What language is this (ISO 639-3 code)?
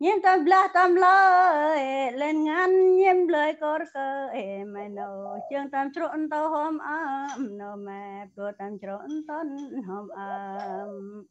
cmo